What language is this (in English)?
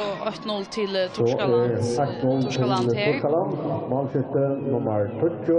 Faroese